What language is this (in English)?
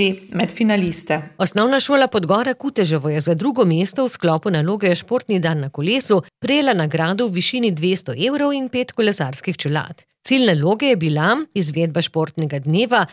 Slovenian